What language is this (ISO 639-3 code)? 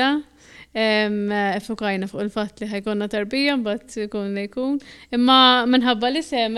mlt